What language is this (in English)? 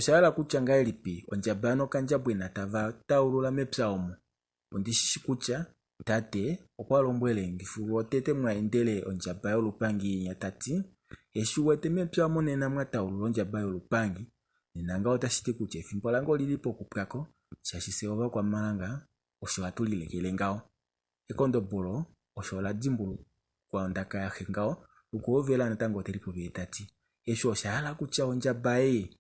Kuanyama